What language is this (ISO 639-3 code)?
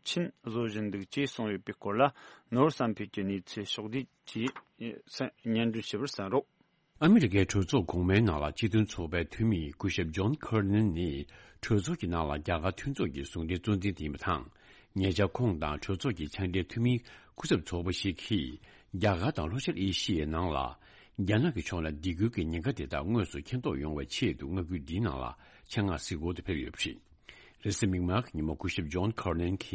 bod